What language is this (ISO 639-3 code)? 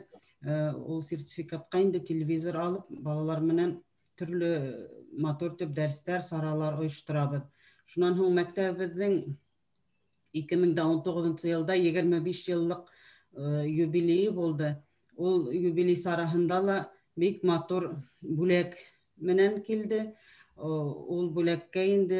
bak